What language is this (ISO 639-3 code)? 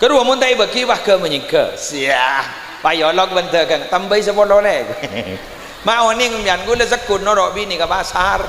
mad